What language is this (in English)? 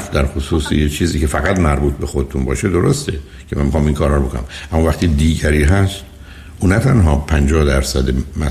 Persian